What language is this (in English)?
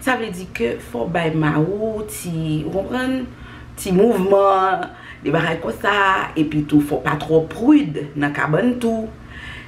Haitian Creole